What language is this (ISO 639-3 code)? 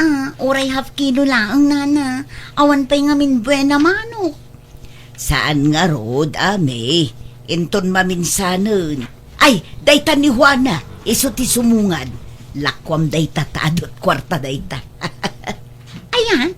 ilo